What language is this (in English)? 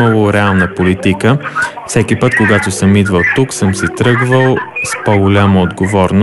Bulgarian